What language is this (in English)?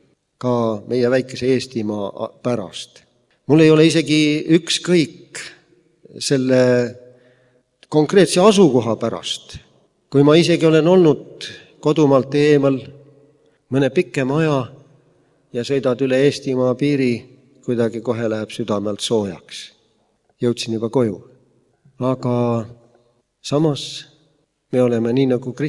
Estonian